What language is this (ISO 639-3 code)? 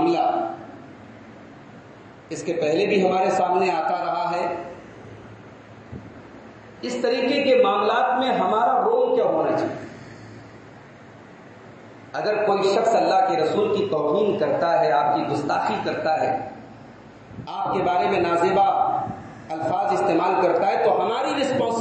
urd